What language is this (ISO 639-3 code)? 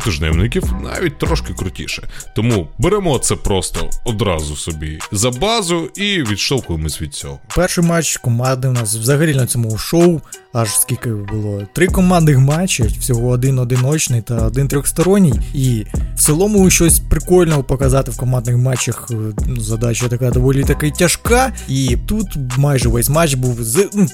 ukr